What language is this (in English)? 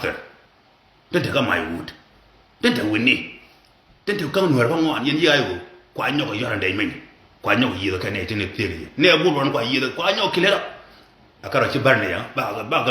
Nuer